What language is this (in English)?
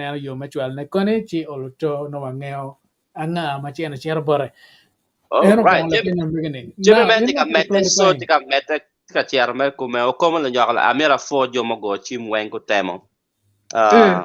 Acoli